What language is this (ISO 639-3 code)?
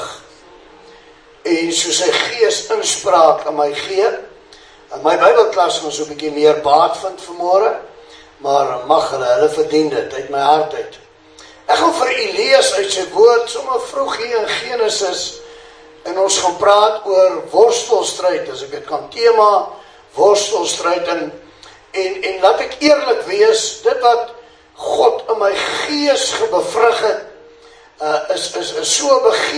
afr